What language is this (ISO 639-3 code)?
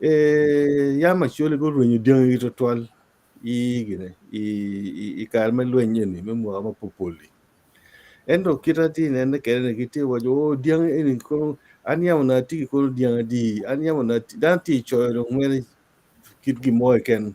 ach